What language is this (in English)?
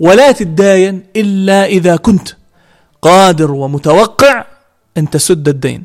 North Levantine Arabic